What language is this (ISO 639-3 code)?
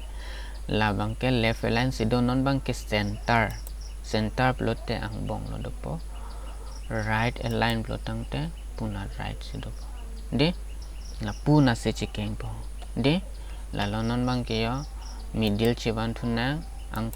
mjw